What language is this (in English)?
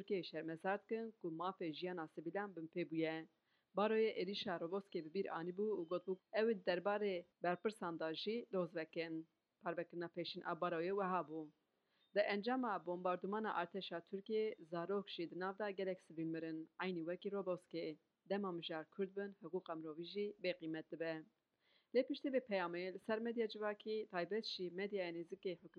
Kurdish